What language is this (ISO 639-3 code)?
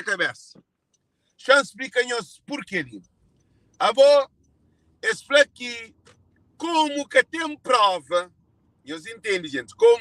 kea